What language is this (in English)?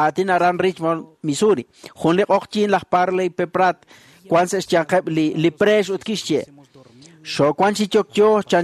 Kekchí